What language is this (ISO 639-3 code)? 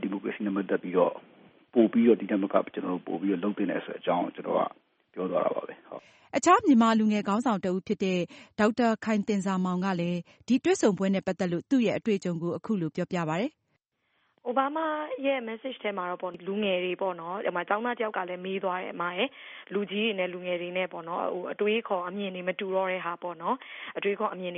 mya